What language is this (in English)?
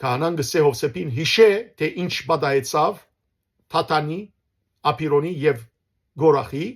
Western Armenian